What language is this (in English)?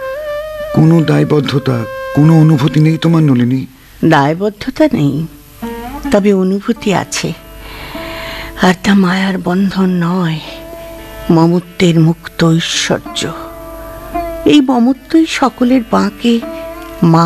Bangla